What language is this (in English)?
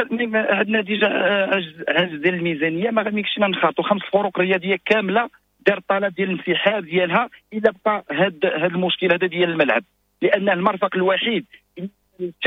Moroccan Arabic